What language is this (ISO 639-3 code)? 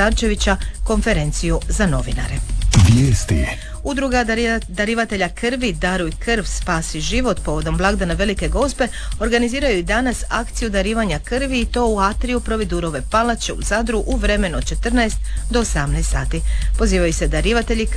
hrv